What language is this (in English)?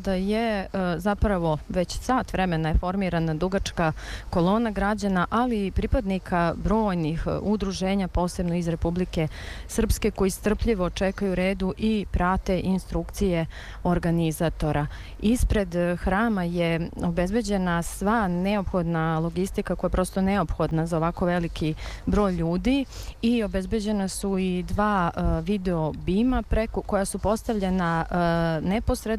Serbian